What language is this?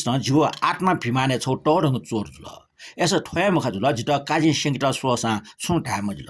Newari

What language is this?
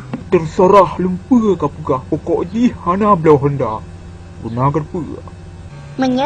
Achinese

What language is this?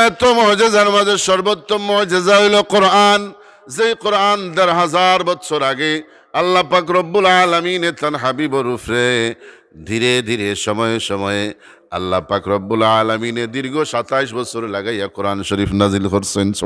Sylheti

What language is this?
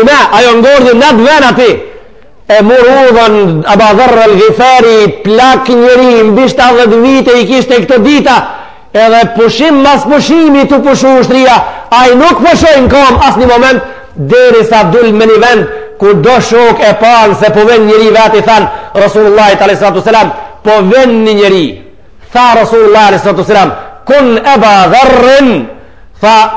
Albanian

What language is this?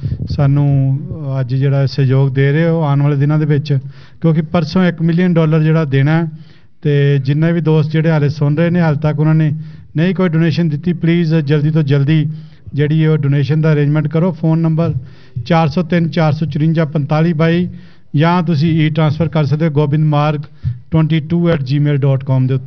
Punjabi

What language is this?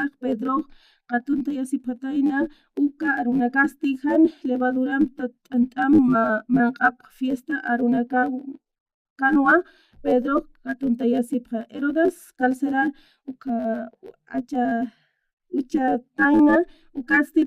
Aymara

